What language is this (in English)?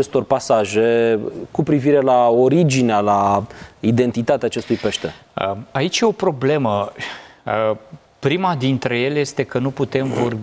Romanian